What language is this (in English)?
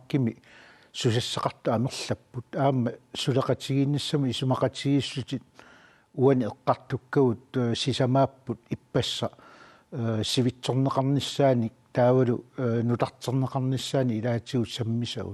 Kalaallisut